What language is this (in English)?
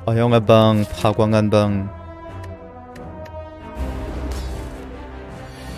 Korean